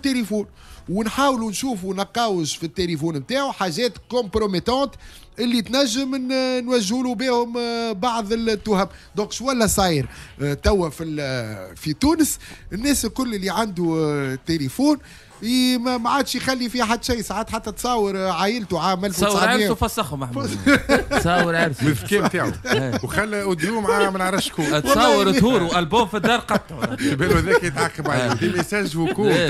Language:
Tunisian Arabic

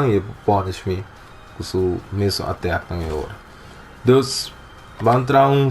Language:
Papiamento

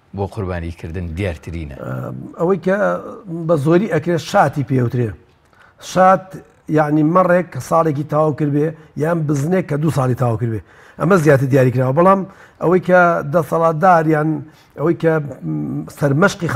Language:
Central Kurdish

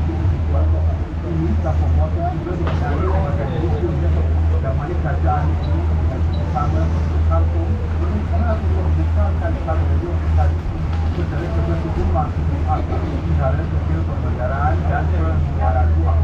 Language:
Malay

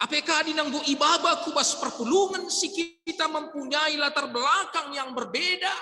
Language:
Batak Karo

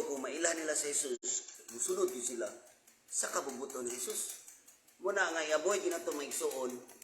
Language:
Cebuano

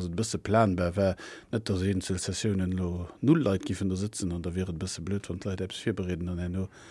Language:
Luxembourgish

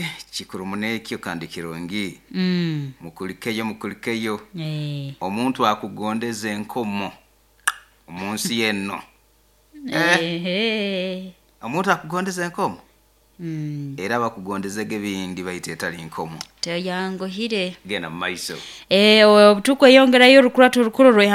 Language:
Nyoro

